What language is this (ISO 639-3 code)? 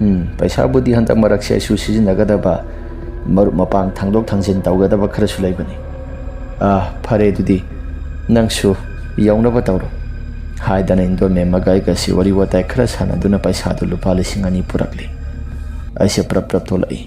mni